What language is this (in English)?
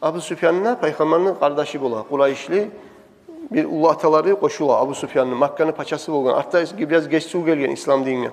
Kumyk